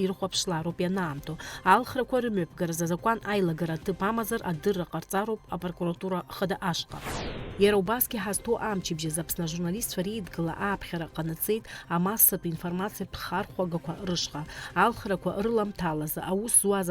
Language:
Abkhazian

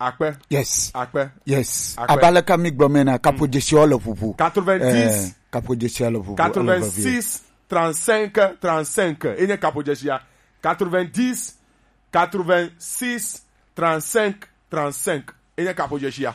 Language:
Gen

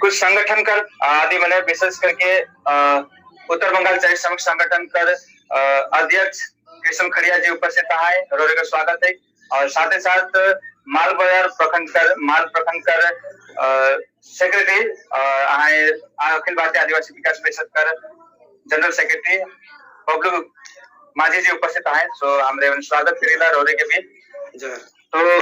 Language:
Sadri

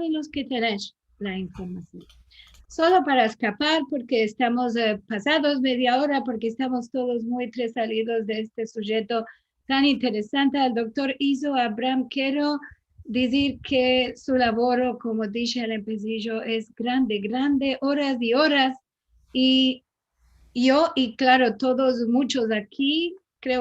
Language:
Ladino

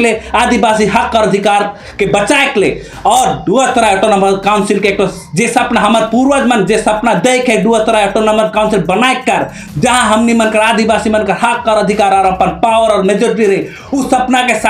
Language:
Sadri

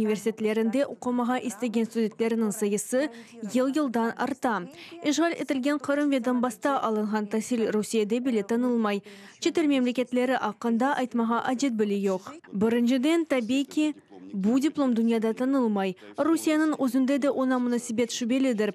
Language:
Crimean Tatar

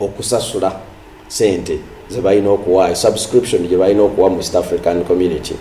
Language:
Ganda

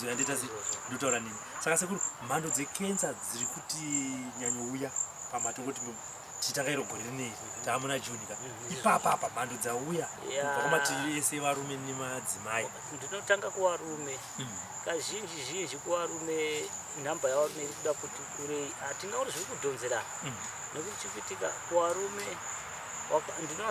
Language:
Shona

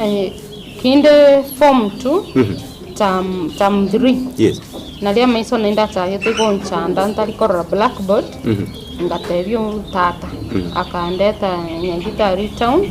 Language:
Gusii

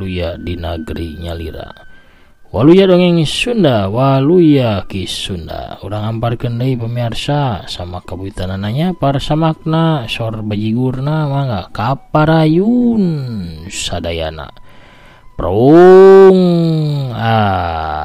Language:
Sundanese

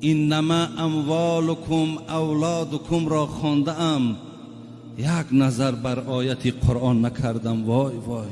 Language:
Tajik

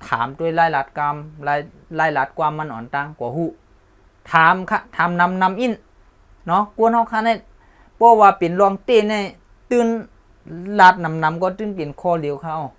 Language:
Shan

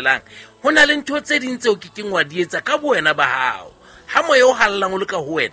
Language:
Southern Sotho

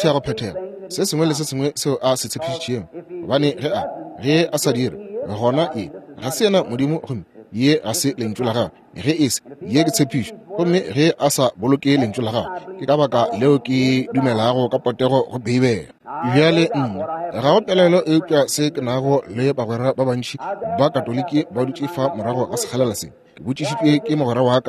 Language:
Northern Sotho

